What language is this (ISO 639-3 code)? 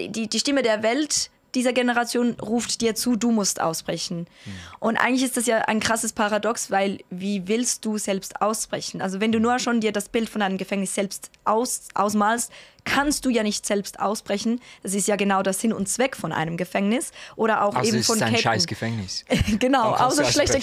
gsw